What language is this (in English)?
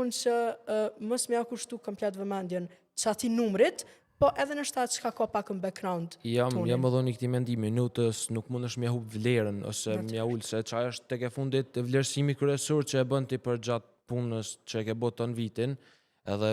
Albanian